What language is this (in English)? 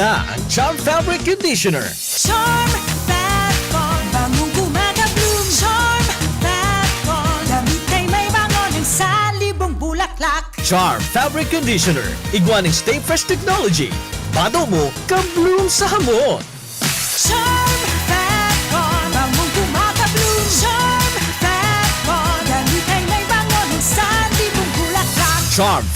Bikol